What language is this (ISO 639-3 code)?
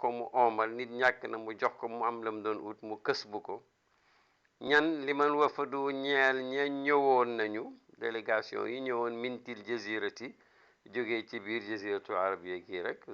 wol